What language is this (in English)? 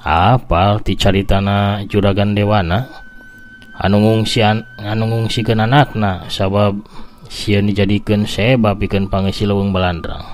Sundanese